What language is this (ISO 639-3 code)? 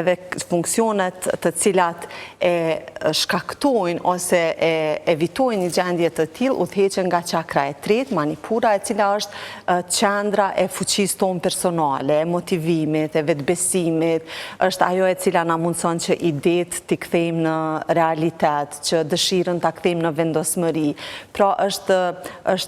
sqi